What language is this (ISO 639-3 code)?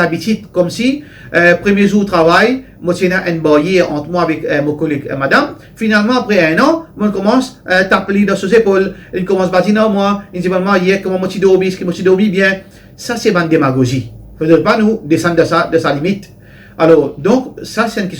mfe